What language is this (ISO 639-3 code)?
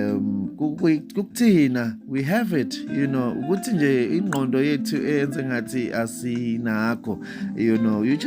zul